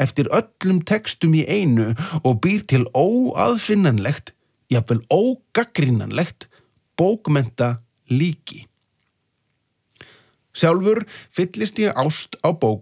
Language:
Icelandic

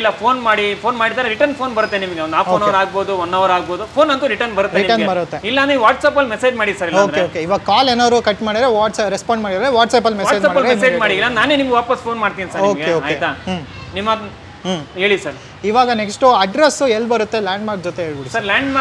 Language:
Kannada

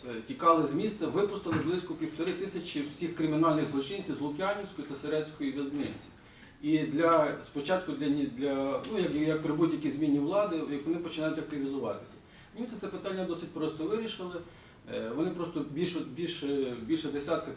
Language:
Ukrainian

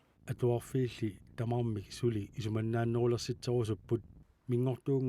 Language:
Kalaallisut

